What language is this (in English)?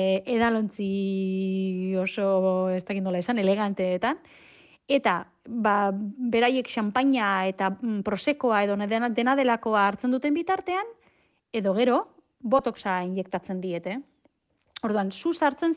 Basque